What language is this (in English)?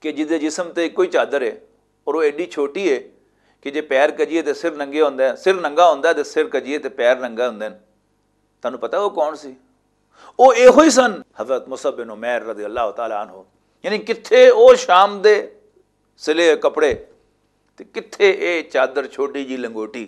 Western Panjabi